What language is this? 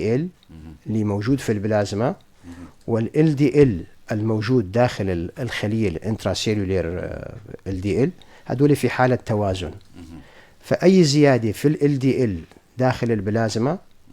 North Levantine Arabic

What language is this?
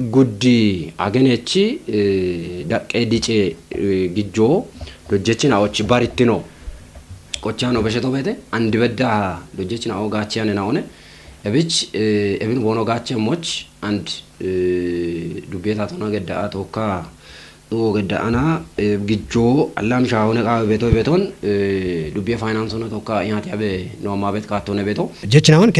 Kafa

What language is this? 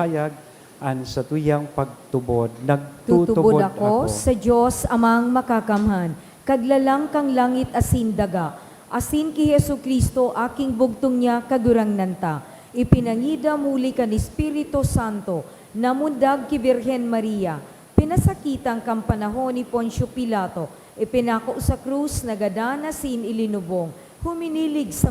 Bikol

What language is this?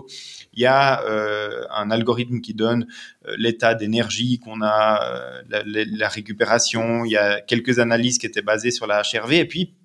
French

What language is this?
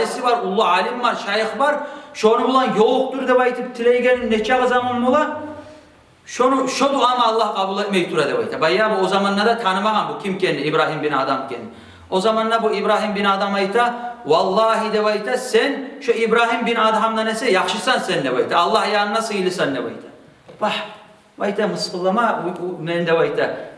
Kumyk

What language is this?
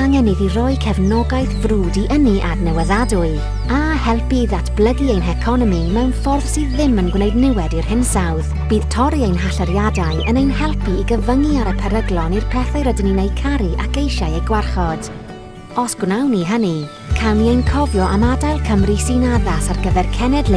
Welsh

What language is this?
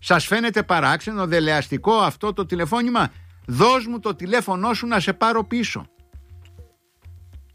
Greek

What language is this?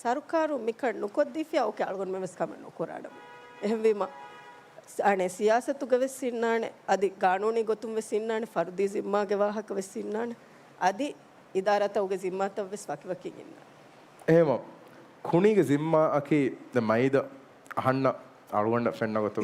Divehi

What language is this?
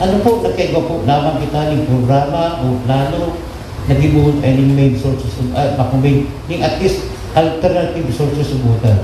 Bikol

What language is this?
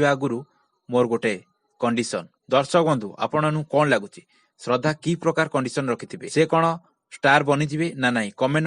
Odia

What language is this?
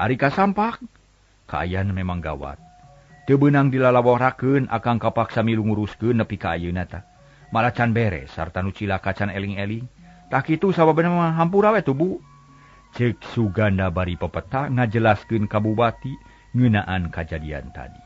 Sundanese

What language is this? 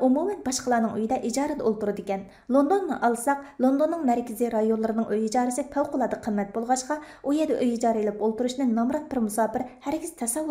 Uyghur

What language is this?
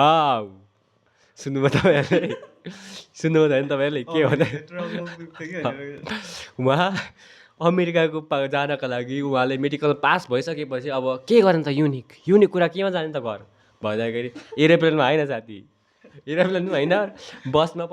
Nepali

